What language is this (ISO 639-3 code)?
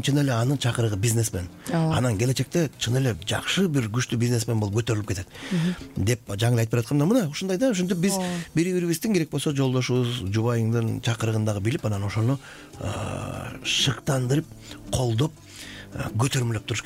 kir